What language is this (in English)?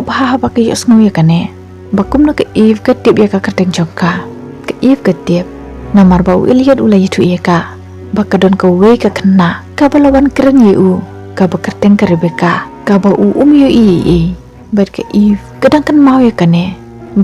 Khasi